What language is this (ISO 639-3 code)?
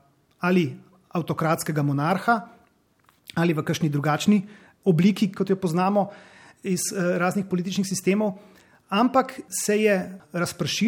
slv